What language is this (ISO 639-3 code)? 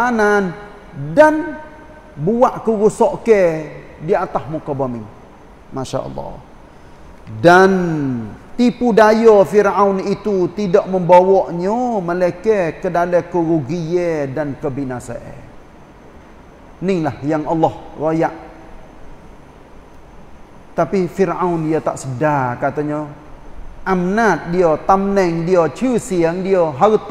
msa